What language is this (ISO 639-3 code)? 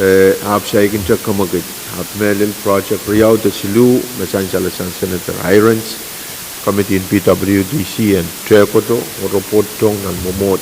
pon